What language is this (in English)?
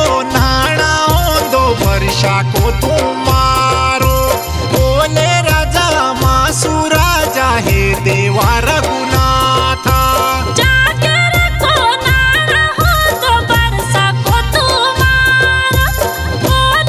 Bhojpuri